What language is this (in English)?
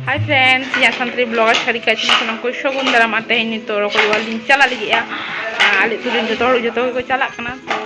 Santali